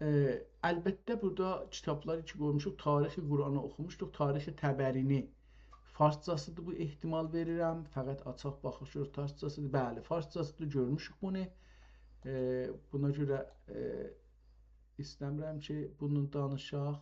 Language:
South Azerbaijani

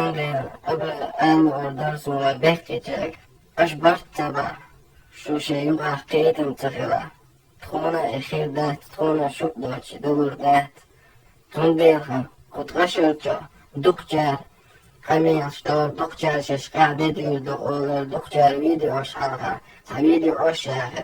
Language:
Chechen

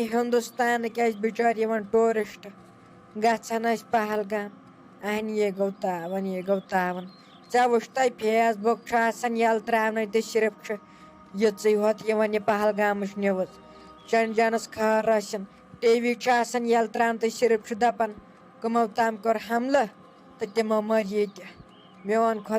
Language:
Kashmiri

